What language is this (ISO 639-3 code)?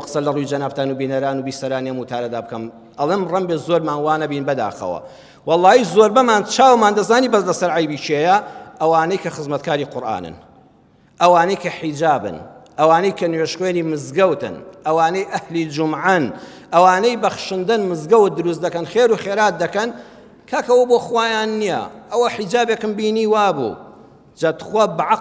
ckb